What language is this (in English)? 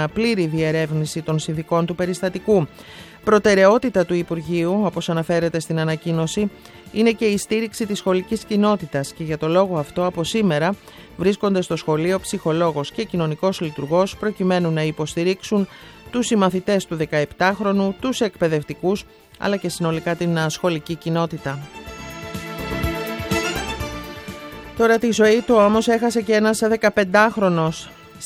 Greek